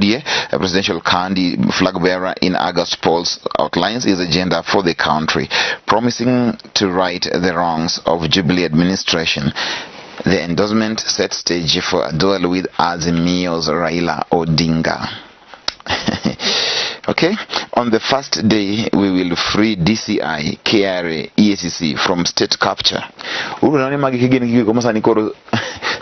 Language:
Luo (Kenya and Tanzania)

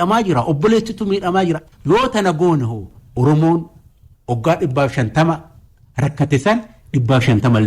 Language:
Oromo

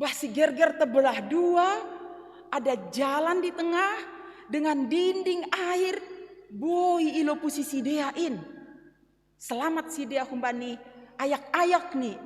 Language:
Batak Simalungun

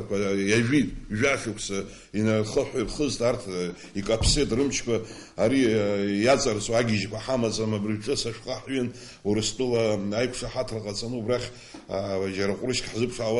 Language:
Abkhazian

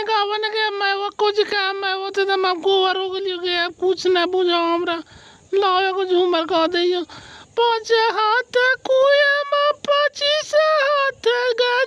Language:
Magahi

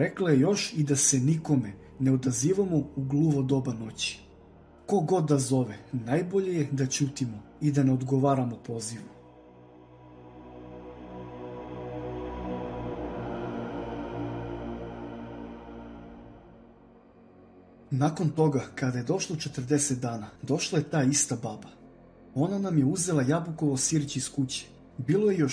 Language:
Serbian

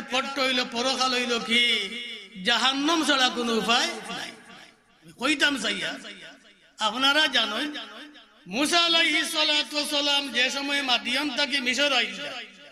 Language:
Sylheti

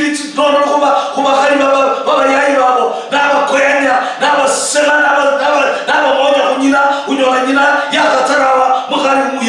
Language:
Luyia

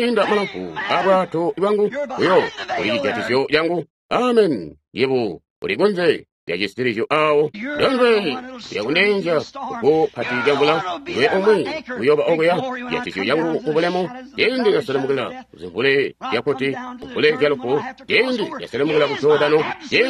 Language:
Tonga (Zambia)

